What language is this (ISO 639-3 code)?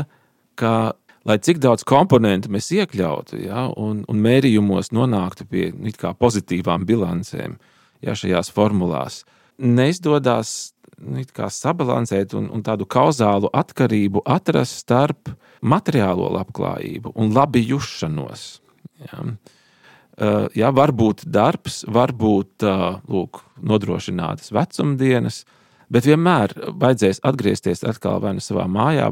lav